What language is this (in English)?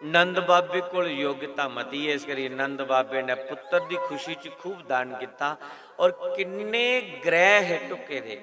Dogri